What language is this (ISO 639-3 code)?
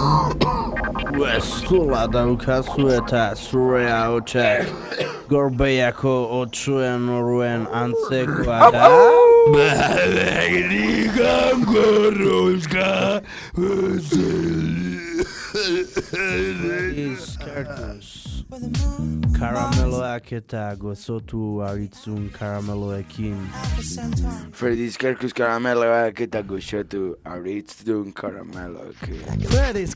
eus